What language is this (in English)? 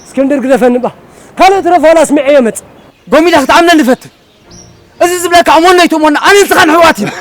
Tigrinya